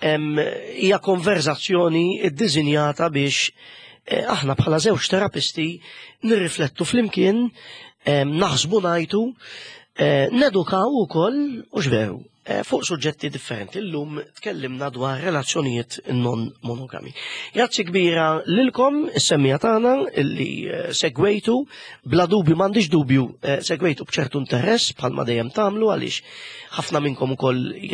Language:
Maltese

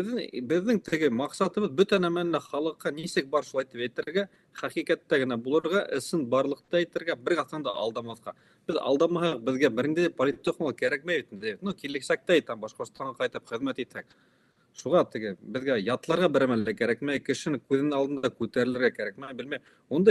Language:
Bashkir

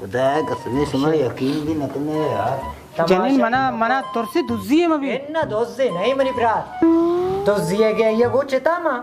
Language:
Baluchi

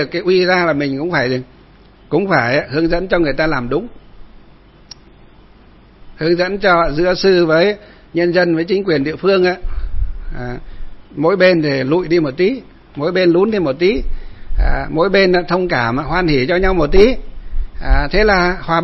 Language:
Vietnamese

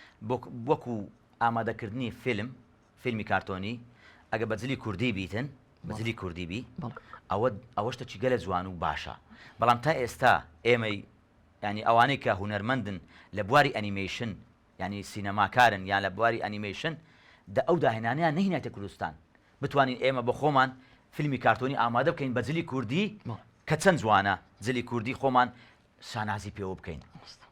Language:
Central Kurdish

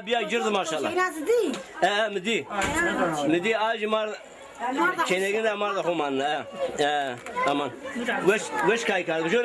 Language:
Zaza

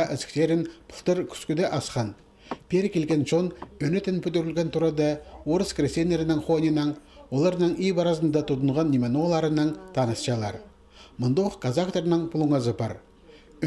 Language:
Khakas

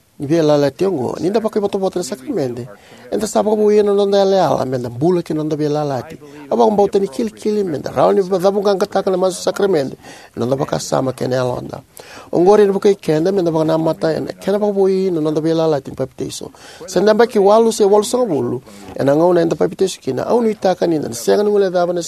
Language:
Fijian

